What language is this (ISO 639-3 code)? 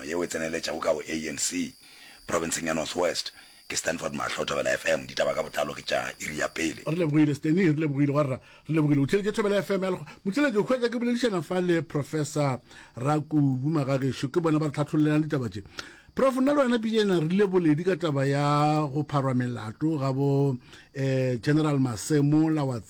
nso